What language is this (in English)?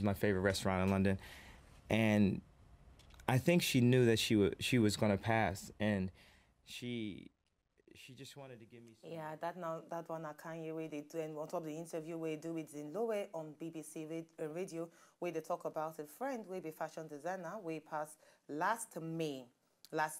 Nigerian Pidgin